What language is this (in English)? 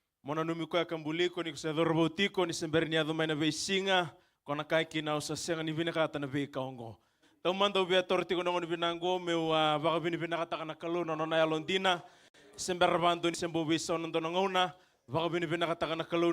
Fijian